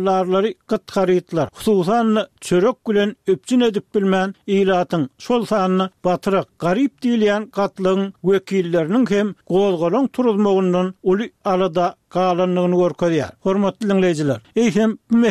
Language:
Turkmen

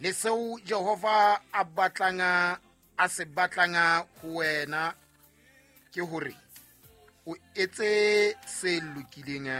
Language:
Southern Sotho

